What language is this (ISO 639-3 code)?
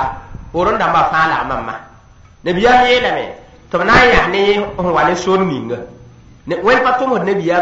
mos